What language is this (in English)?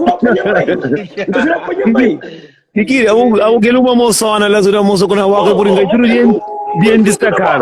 Kabuverdianu